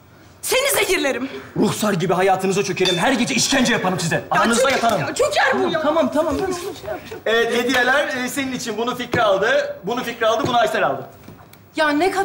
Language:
Turkish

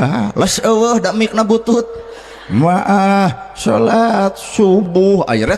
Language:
Sundanese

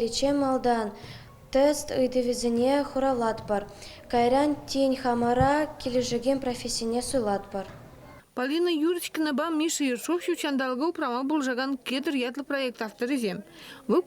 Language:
Chuvash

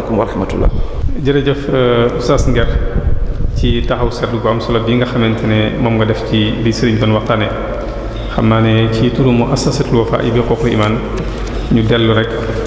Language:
Wolof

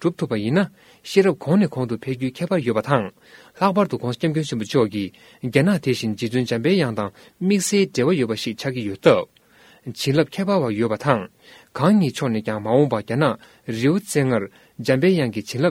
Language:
Tibetan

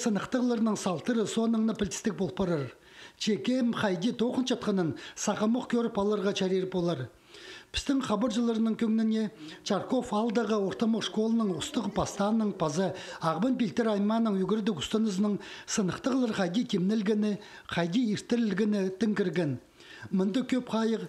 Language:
Khakas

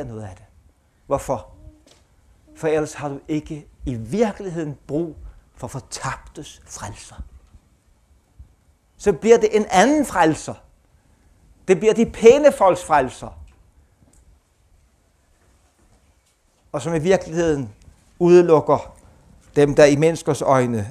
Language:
Danish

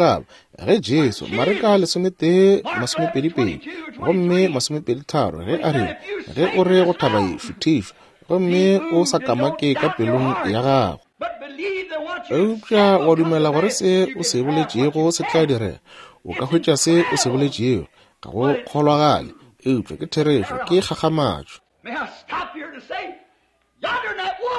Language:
Northern Sotho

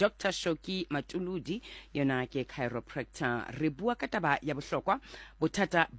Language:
Southern Sotho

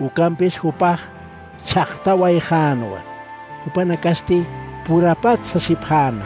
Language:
Aymara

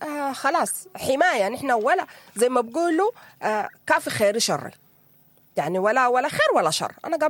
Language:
Sudanese Arabic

